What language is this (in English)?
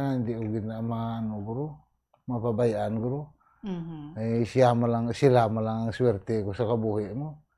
Hiligaynon